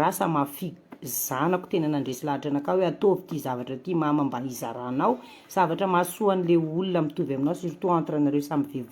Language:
Malagasy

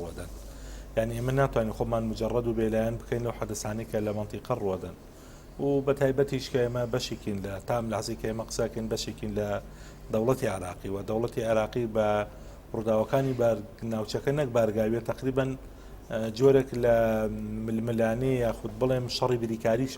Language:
Central Kurdish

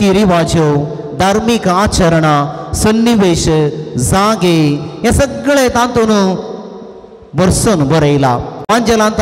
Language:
Konkani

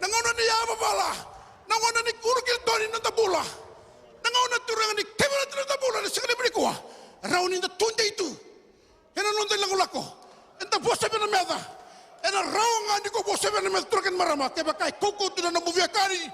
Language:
Fijian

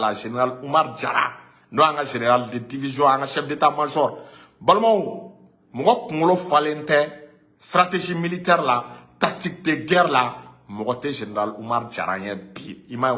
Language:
Bambara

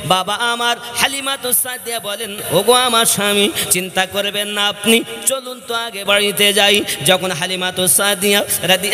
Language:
Bangla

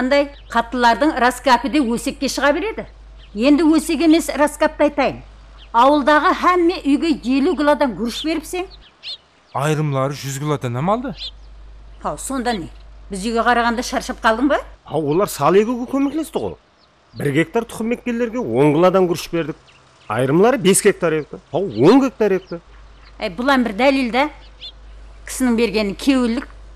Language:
Kara-Kalpak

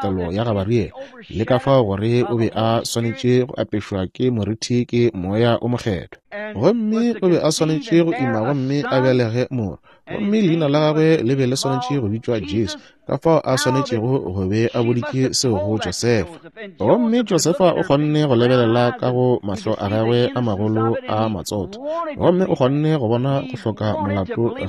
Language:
Northern Sotho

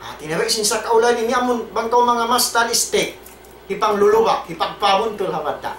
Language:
Tausug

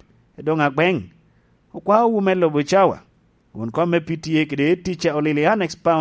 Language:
Lango (Uganda)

